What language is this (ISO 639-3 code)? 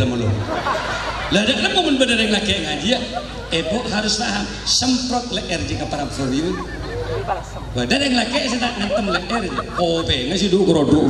mad